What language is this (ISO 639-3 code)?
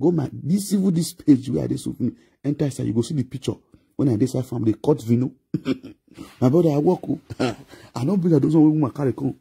pcm